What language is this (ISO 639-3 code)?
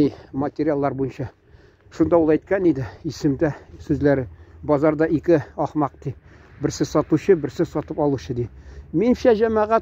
tat